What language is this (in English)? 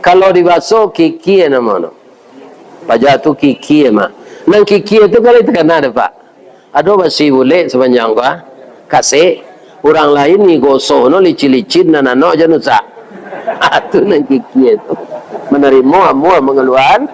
Minangkabau